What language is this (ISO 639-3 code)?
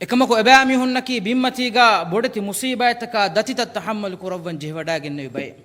div